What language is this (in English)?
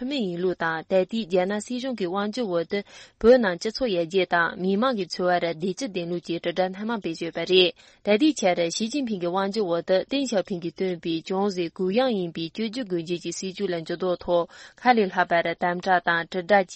Tibetan